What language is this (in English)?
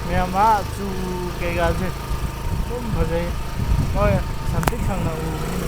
Manipuri